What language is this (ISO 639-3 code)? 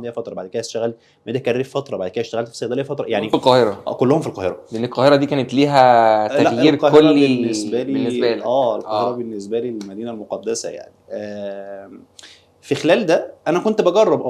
arz